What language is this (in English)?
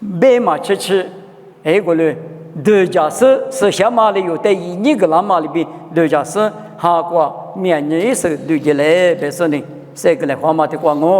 Lisu